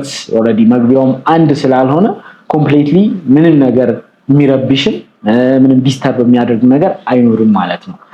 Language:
Amharic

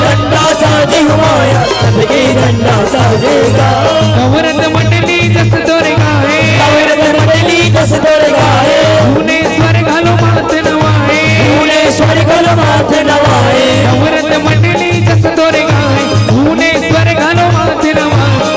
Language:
Chhattisgarhi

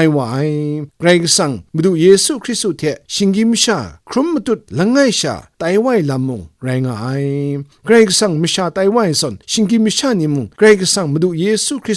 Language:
Kachin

